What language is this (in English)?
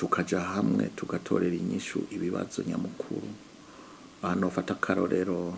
Rundi